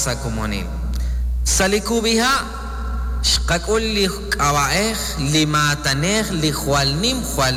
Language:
Kekchí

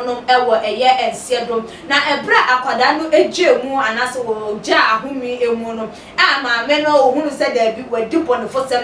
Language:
Akan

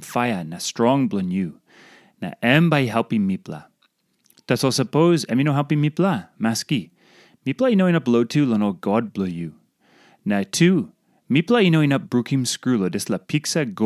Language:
Tok Pisin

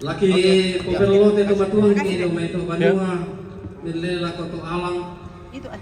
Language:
Toraja-Sa'dan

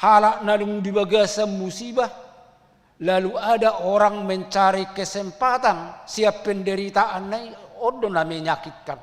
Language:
Batak Toba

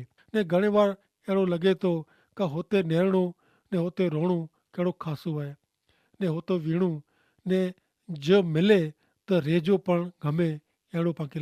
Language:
Kachhi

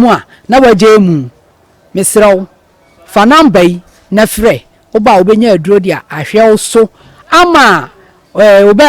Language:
Akan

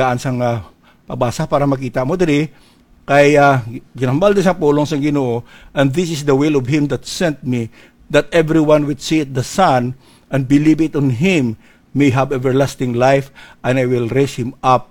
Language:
Hiligaynon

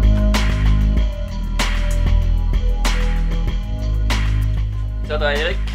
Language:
Norwegian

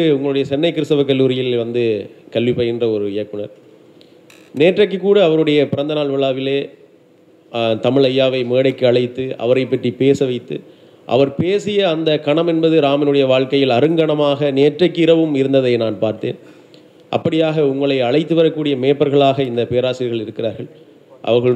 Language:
Tamil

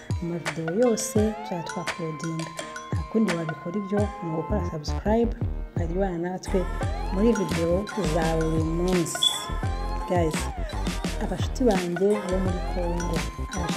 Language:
Kinyarwanda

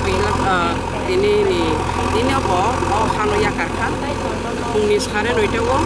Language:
Kok Borok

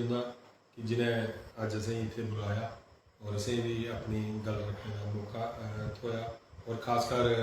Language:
Dogri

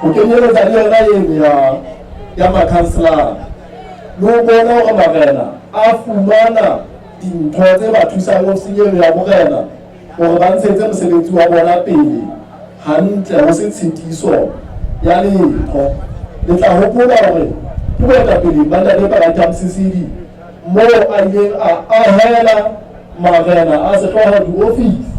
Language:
Southern Sotho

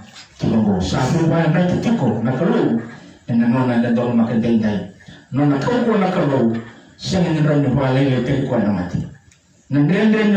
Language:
Fijian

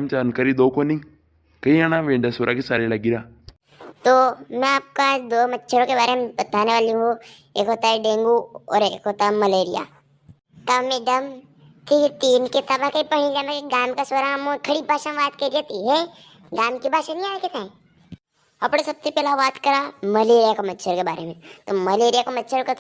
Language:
Rajasthani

